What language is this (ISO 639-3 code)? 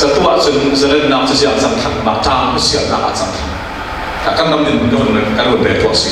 cfm